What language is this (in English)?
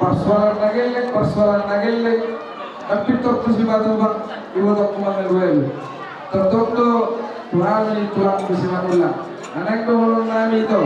Batak Toba